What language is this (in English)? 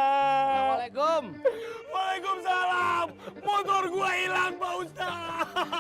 Betawi